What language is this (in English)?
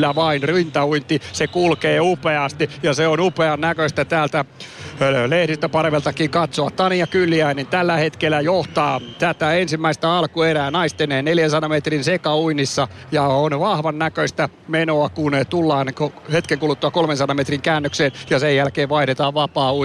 Finnish